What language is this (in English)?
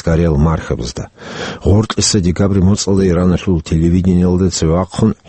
Avaric